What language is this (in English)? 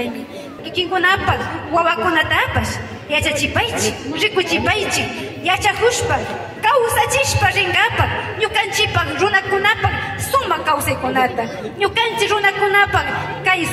Imbabura Highland Quichua